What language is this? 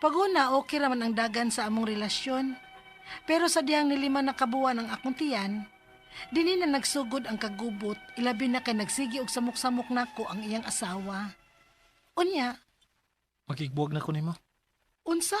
Cebuano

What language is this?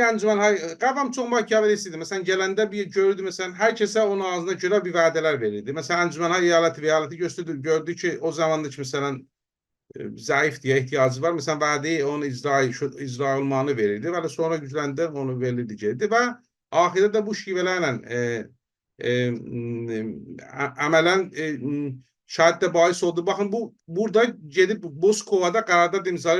South Azerbaijani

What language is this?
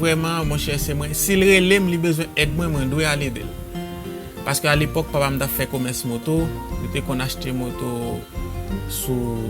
Haitian Creole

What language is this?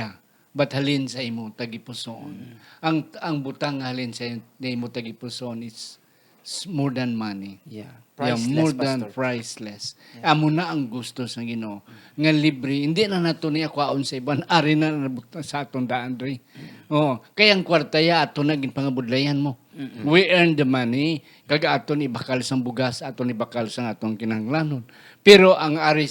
Hiligaynon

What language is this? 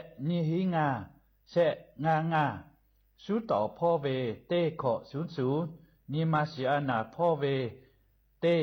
Lahu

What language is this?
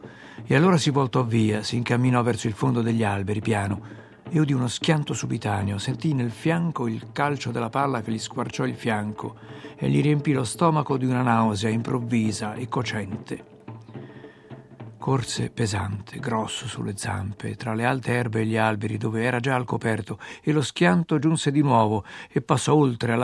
Italian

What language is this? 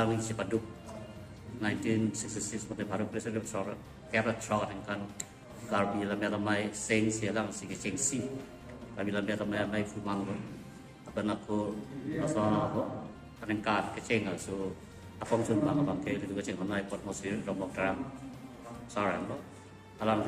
Karbi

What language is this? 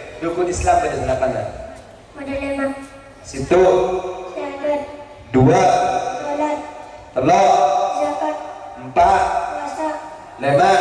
Madurese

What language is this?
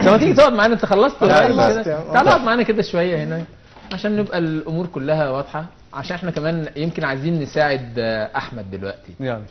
Egyptian Arabic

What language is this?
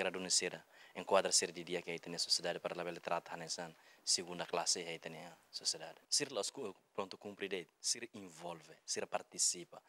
Tetum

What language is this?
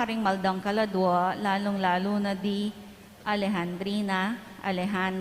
Pampanga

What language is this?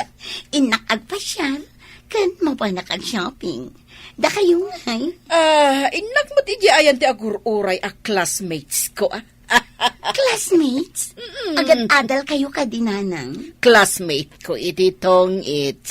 Iloko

